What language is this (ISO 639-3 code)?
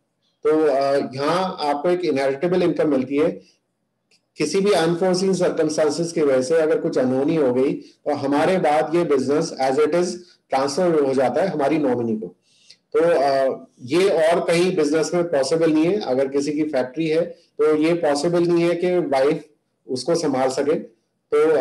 hin